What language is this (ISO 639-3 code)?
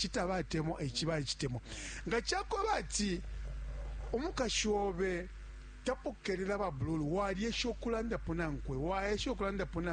bem